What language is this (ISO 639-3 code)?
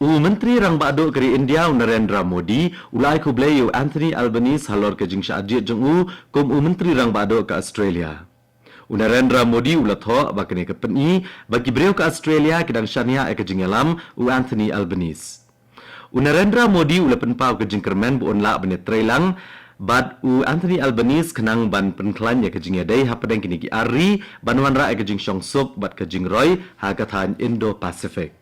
kha